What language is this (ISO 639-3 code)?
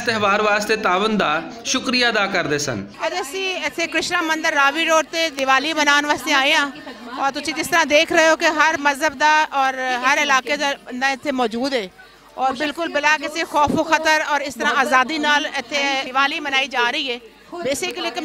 lah